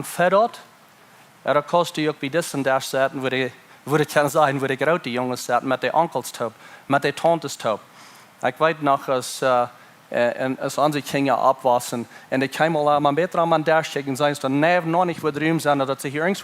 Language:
Plautdietsch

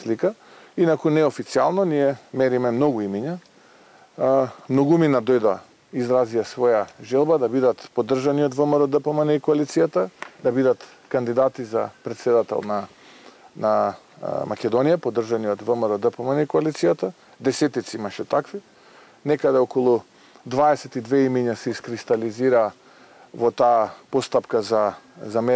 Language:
Macedonian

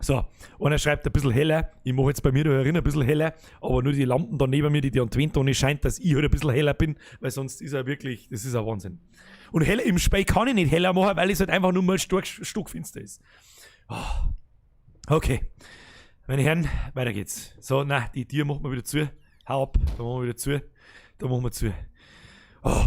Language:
Bavarian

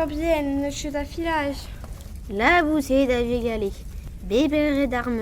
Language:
Breton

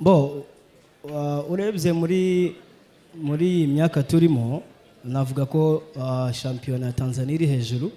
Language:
Kinyarwanda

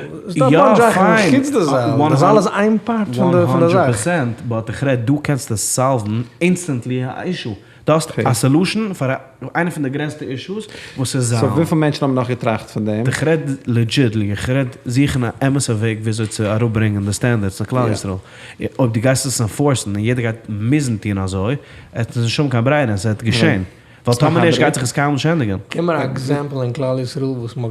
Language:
Yiddish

